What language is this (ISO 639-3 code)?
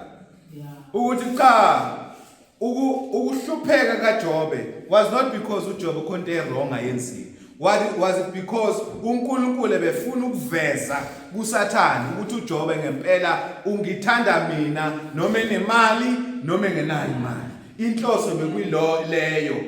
zul